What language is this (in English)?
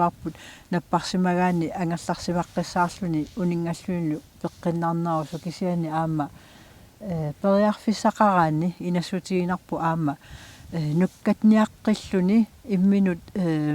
Kalaallisut